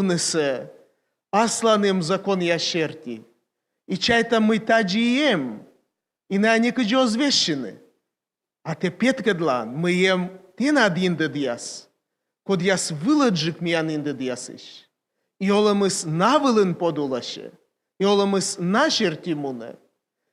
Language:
Komi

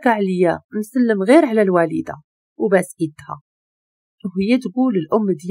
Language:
Moroccan Arabic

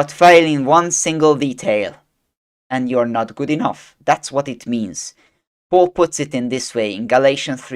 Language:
English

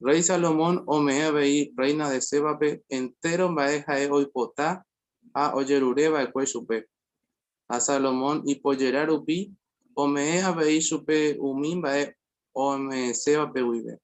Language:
Guarani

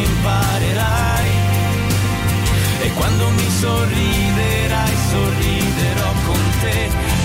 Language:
Italian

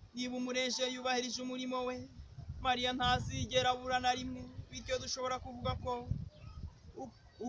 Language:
Kinyarwanda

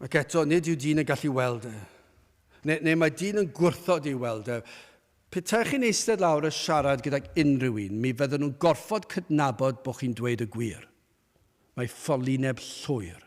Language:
Welsh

